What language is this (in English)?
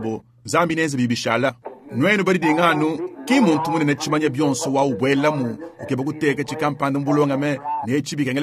Luba-Lulua